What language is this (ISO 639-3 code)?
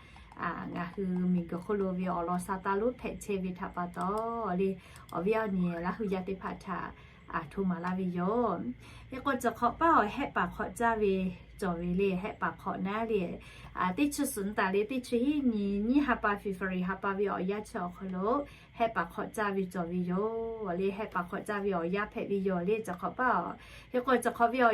lhu